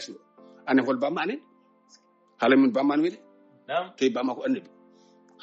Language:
Fula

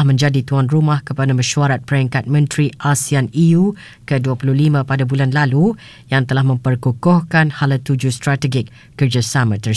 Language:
Malay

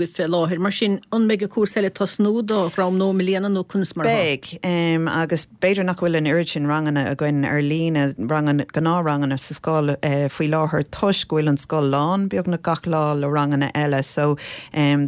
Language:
Irish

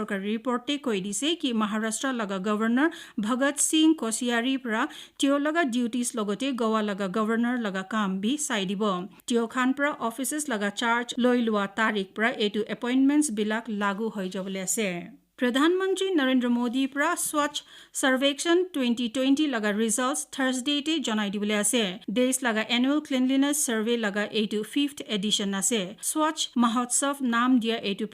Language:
Naga Pidgin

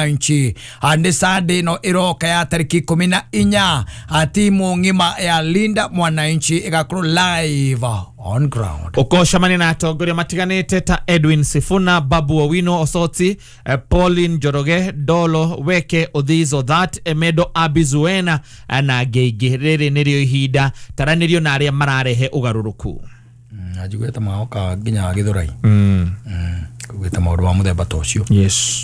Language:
Kikuyu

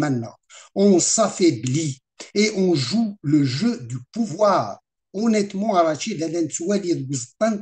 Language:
Kabyle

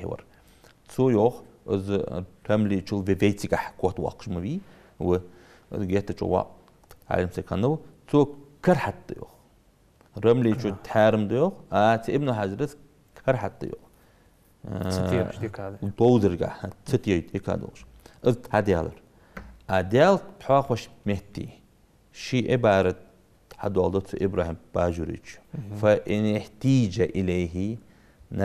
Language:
Ingush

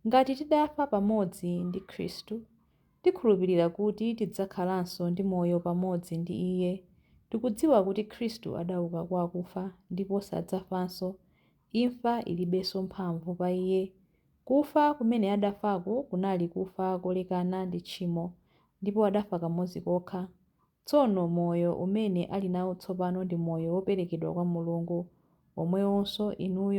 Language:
Nyanja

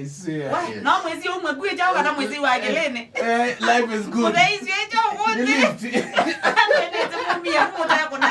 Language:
Kamba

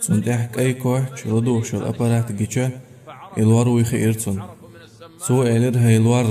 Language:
Chechen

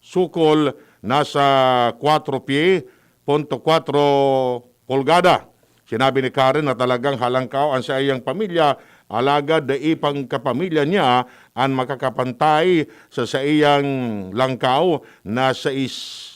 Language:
Bikol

